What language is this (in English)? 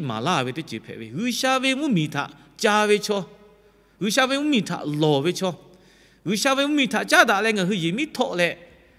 Lahu